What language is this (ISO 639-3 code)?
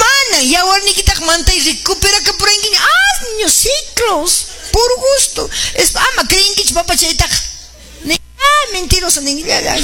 que